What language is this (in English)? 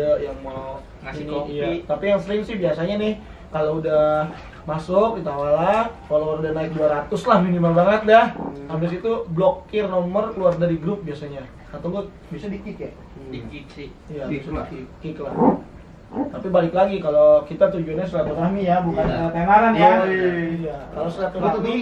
Betawi